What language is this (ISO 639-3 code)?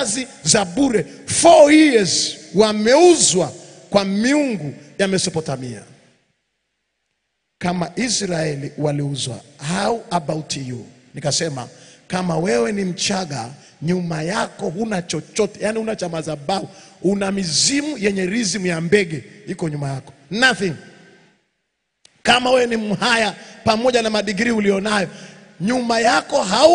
swa